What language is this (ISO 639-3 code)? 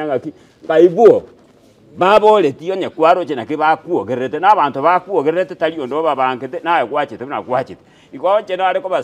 guz